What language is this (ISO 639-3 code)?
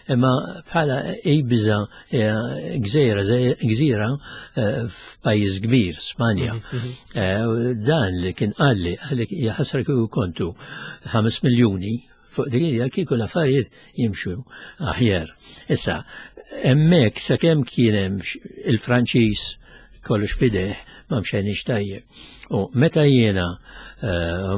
mlt